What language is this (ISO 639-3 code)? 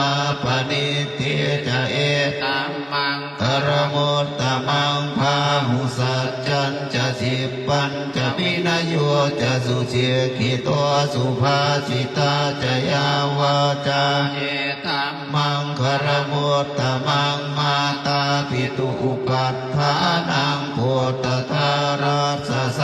pli